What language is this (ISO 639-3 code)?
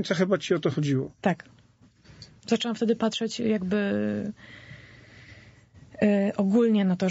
pol